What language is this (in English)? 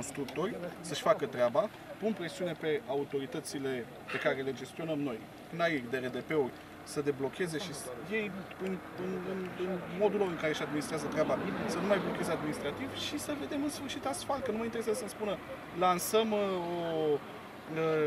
Romanian